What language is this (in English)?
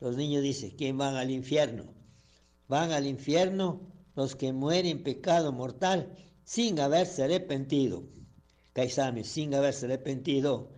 Chimborazo Highland Quichua